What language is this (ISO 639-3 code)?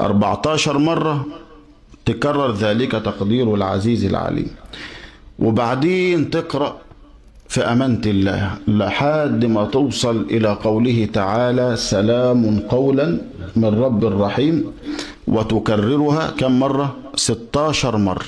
arz